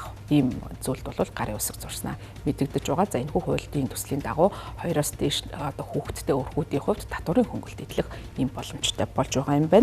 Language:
Mongolian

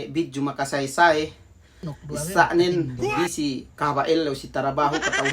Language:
Yakan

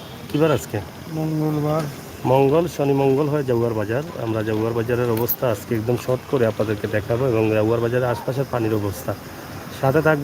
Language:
Sylheti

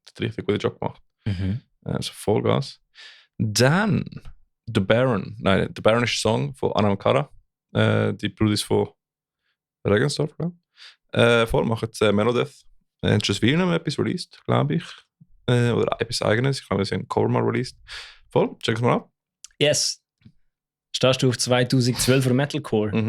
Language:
Swiss German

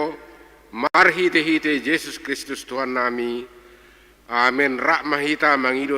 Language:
Batak Toba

